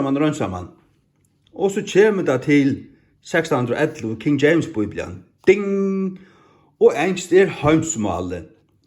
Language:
Faroese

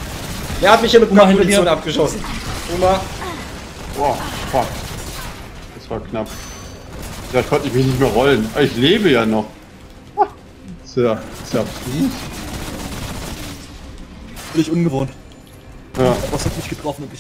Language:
German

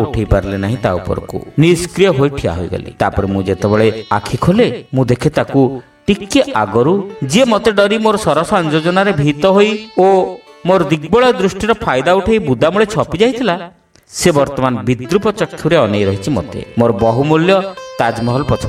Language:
Odia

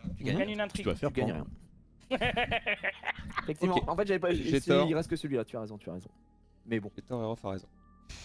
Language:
French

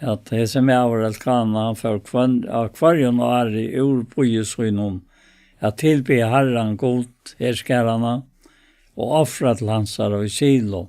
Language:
Faroese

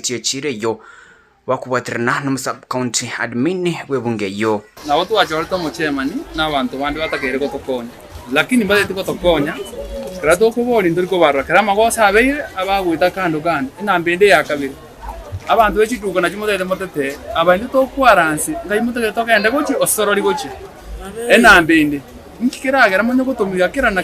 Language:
Gusii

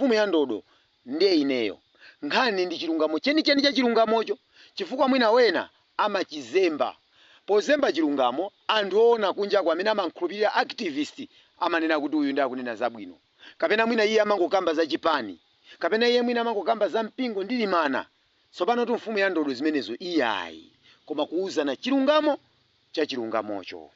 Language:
Nyanja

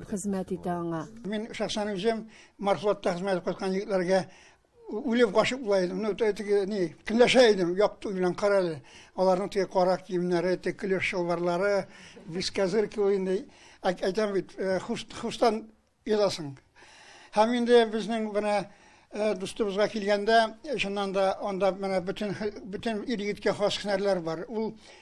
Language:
Tatar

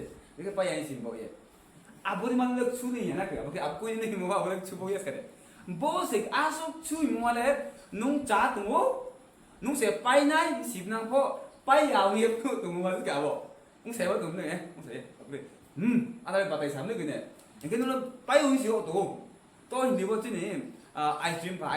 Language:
Riang (India)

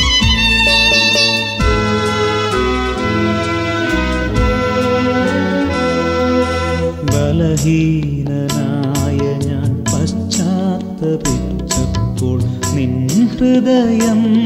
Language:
Malayalam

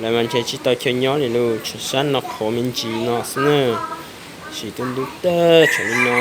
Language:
Hmong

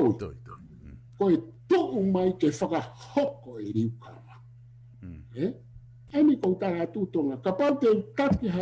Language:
Tongan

